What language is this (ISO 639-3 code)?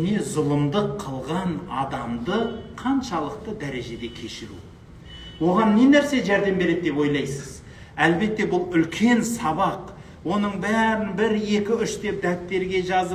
kaz